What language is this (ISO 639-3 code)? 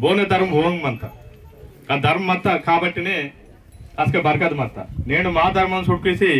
esg